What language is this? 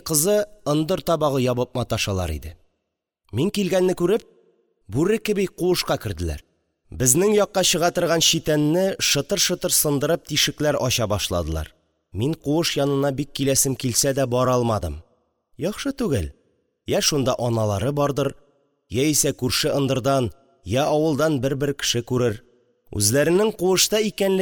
Tatar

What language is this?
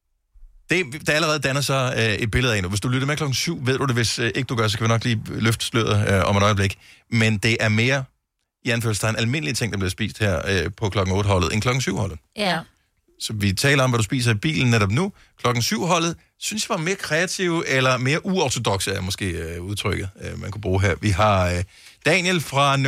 Danish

